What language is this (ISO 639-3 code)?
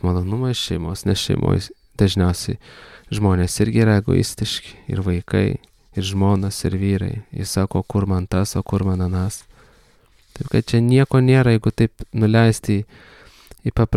lit